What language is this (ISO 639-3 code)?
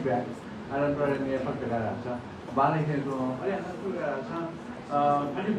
new